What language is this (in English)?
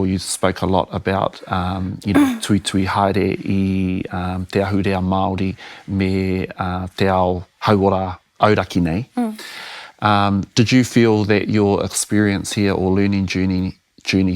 Māori